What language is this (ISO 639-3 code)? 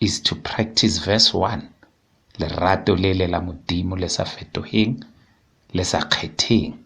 sot